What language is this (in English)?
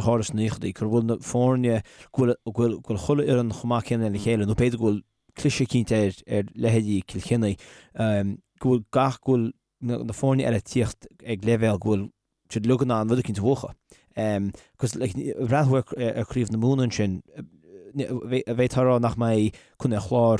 Irish